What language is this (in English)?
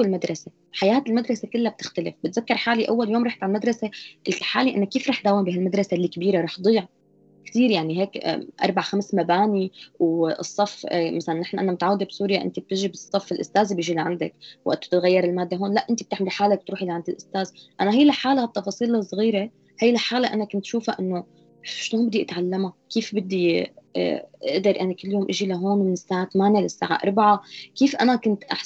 North Levantine Arabic